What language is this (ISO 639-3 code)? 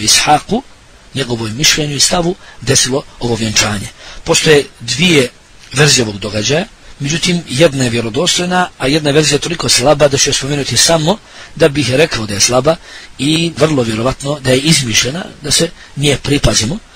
bos